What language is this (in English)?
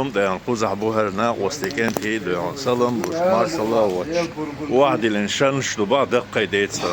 Chechen